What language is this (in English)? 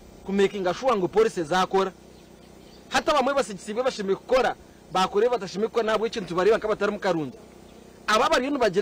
Nyankole